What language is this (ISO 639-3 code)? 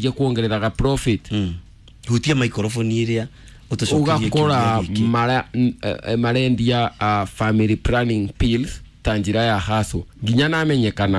kik